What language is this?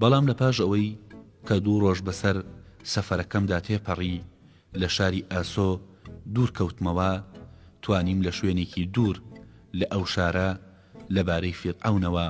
Central Kurdish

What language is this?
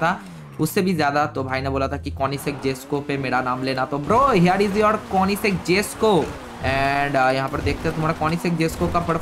Hindi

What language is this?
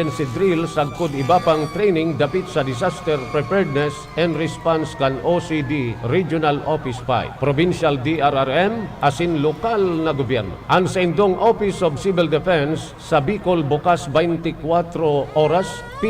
Bikol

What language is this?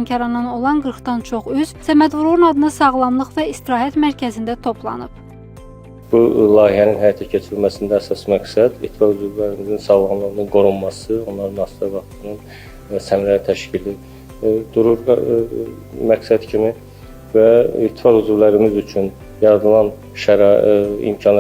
Azerbaijani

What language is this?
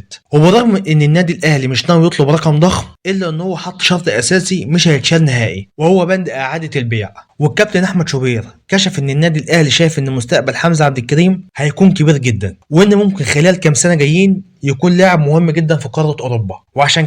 Egyptian Arabic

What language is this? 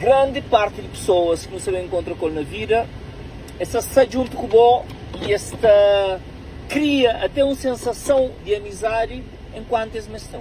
Kabuverdianu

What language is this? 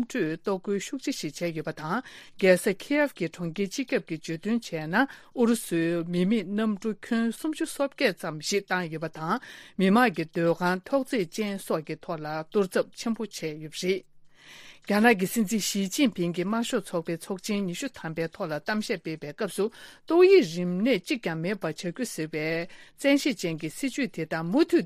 Tibetan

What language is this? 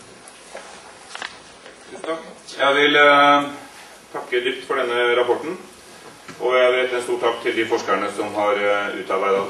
Norwegian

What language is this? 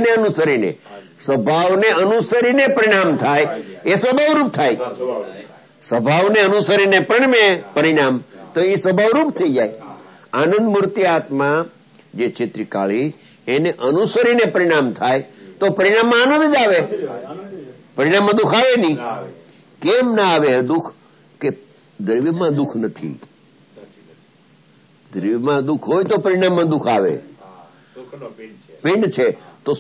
Gujarati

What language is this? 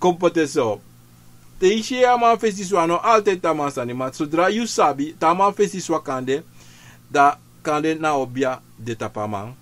Sranan Tongo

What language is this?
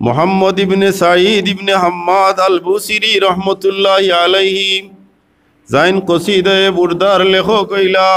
Sylheti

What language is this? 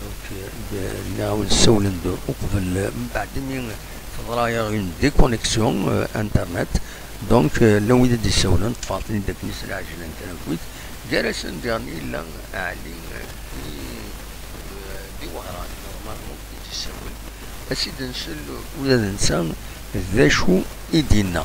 Kabyle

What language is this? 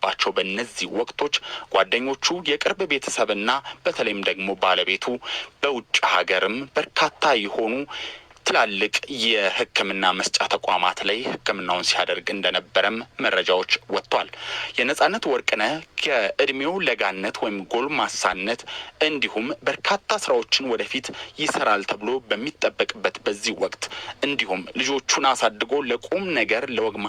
Amharic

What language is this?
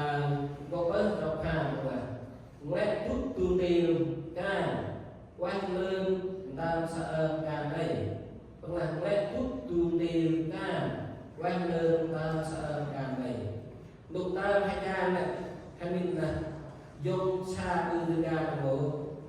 Central Mnong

